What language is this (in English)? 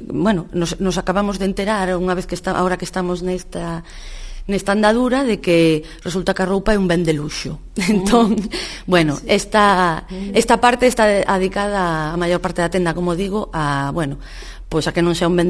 Galician